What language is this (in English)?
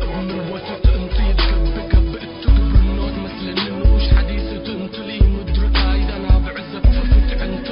Tigre